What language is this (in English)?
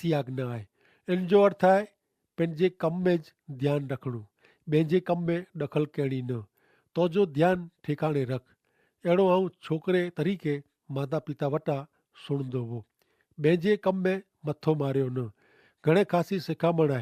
Kachhi